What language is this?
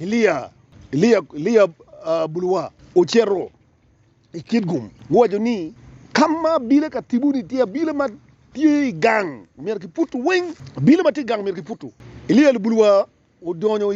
Acoli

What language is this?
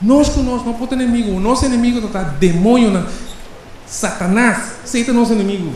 Papiamento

